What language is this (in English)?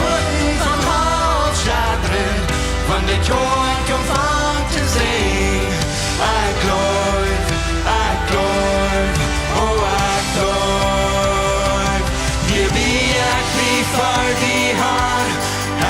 Plautdietsch